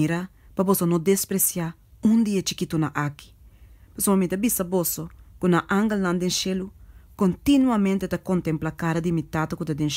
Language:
Papiamento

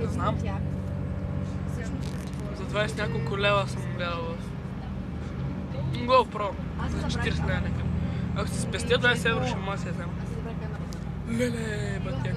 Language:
Bulgarian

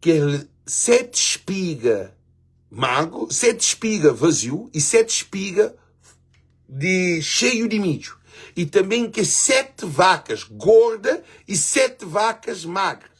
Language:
Kabuverdianu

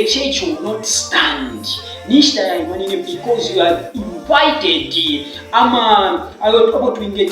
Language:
Bemba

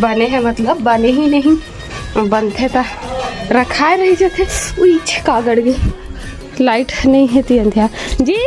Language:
Chhattisgarhi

